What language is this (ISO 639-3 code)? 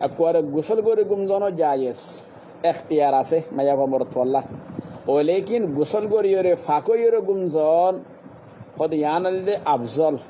rhg